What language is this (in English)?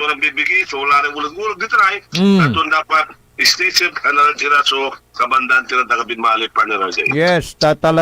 Pangasinan